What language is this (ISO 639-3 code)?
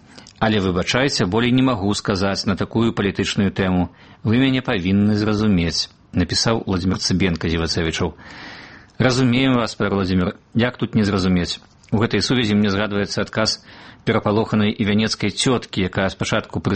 bel